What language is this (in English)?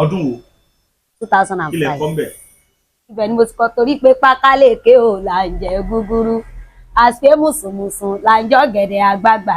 Yoruba